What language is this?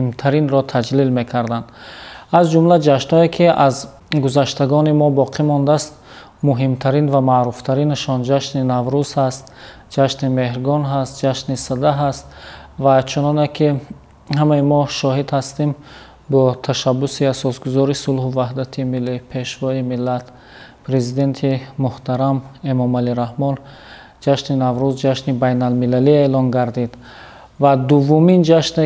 Tajik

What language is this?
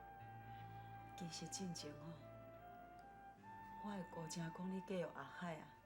Min Nan Chinese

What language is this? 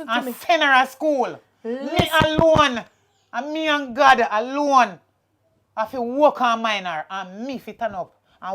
Jamaican Creole English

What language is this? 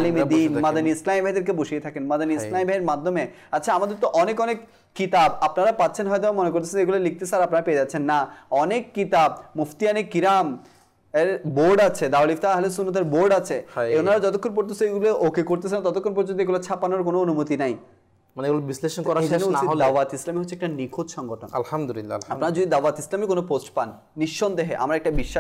Bangla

